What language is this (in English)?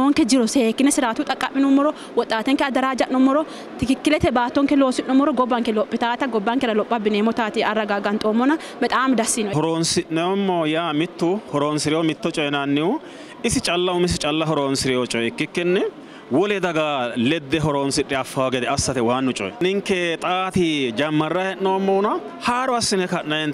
Sidamo